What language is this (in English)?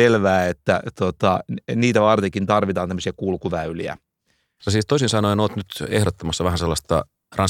Finnish